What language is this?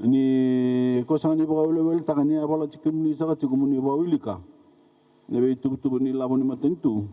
Fijian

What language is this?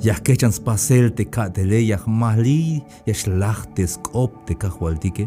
Tzeltal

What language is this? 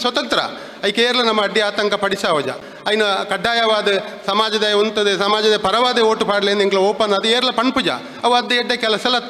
Tulu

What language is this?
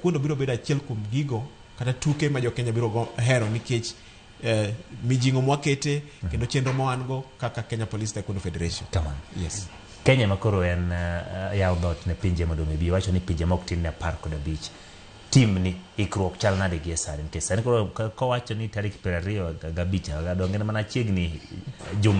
Luo (Kenya and Tanzania)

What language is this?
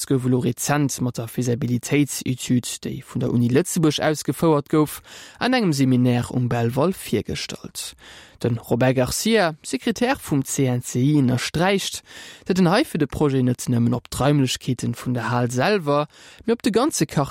Luxembourgish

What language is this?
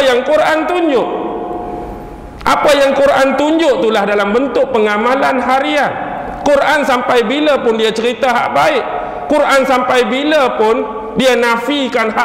Malay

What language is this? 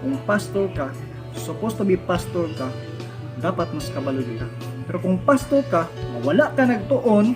Cebuano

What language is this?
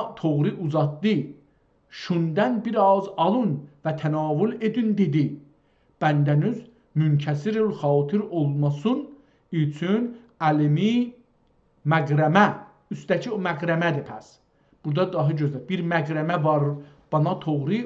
South Azerbaijani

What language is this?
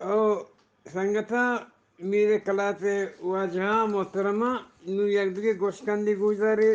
Eastern Balochi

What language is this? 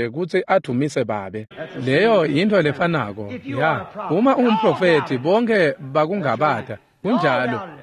Swati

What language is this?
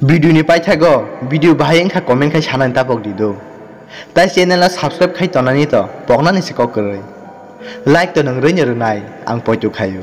Kok Borok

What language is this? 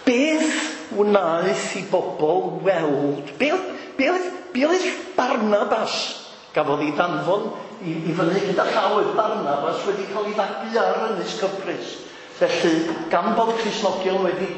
Welsh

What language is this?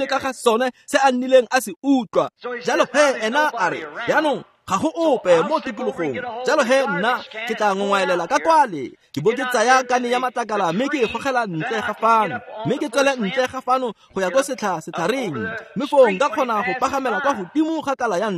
Tswana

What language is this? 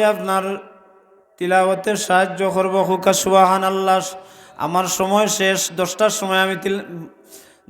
Sylheti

